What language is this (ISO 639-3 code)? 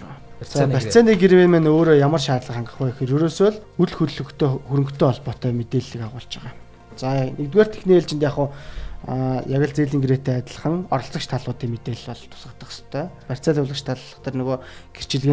mon